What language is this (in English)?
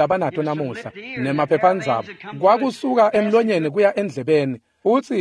Swati